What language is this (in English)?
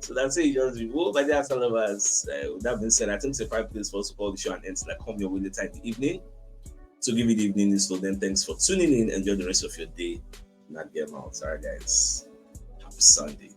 Nigerian Pidgin